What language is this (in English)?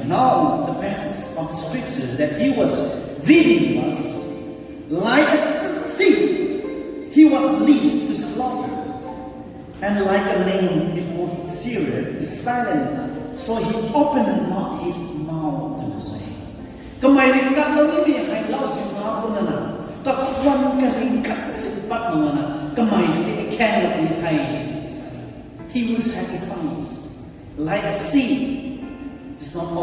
Rongmei Naga